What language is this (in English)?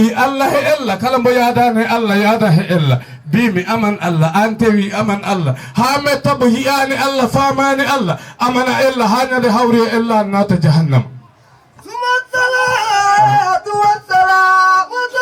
Fula